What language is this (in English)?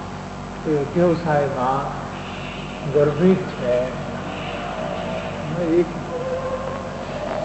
Gujarati